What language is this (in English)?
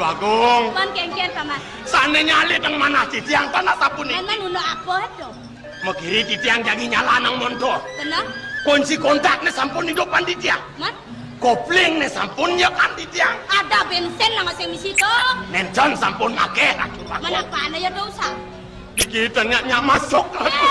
Balinese